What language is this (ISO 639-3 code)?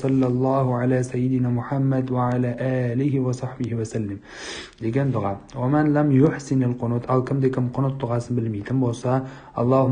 kaz